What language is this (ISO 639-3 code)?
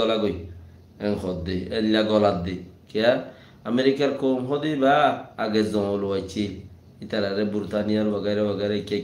rhg